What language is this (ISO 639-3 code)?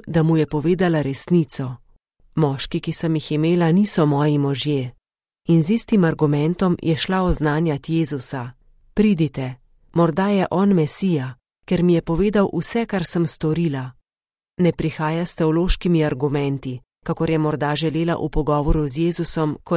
slv